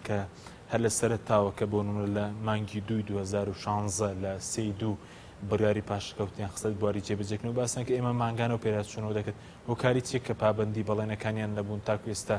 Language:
Central Kurdish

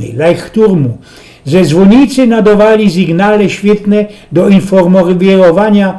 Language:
Silesian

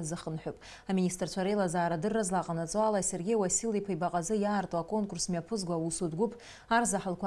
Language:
Abkhazian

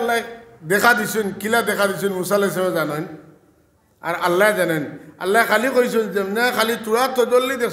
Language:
Sylheti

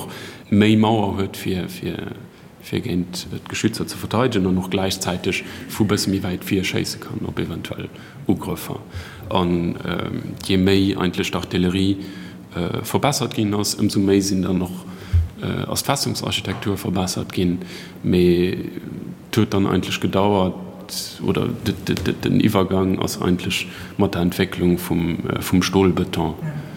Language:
Luxembourgish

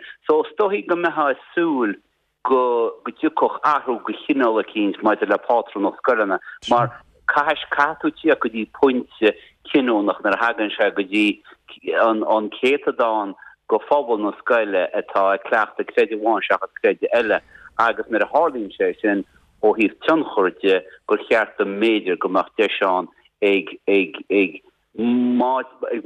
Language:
Irish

